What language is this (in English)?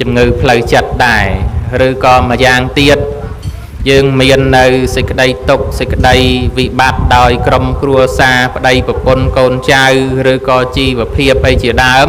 Khmer